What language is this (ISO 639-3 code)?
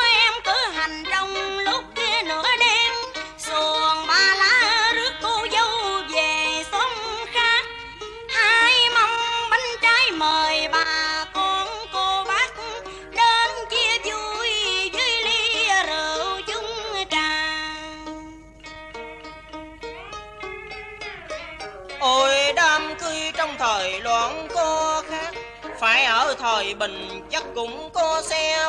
vie